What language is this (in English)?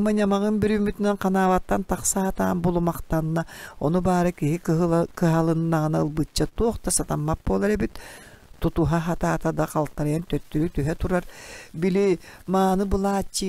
Yakut